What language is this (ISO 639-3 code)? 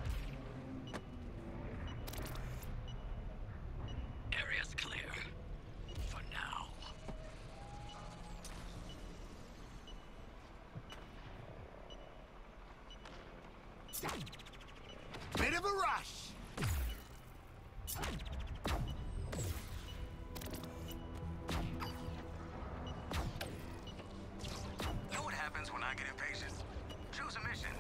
eng